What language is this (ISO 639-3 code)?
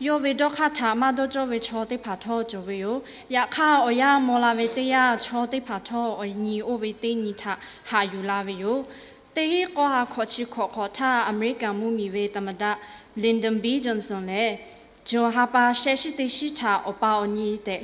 lhu